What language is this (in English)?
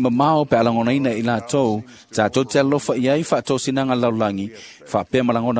Samoan